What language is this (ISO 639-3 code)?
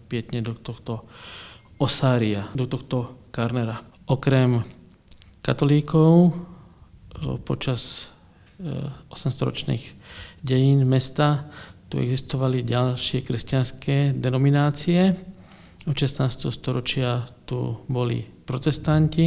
slk